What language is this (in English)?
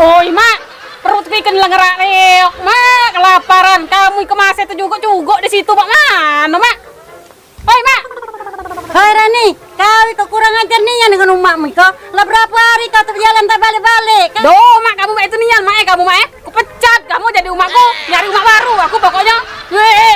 Musi